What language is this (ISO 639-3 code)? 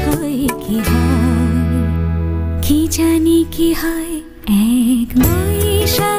ben